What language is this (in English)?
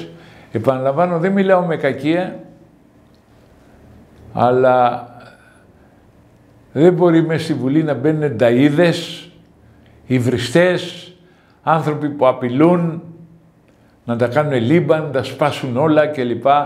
Greek